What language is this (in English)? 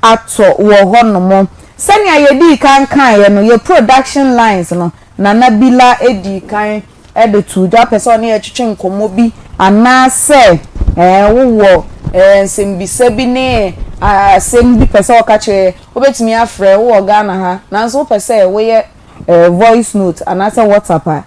Akan